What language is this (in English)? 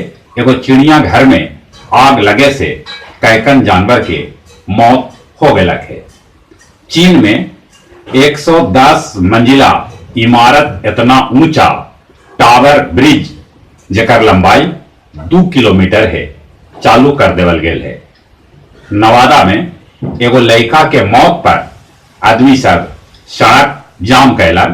Magahi